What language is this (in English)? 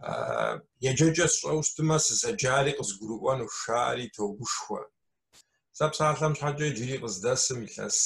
Kabardian